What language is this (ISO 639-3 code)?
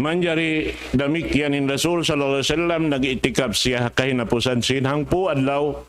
tsg